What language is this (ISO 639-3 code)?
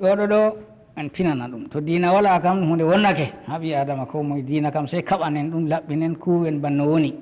ful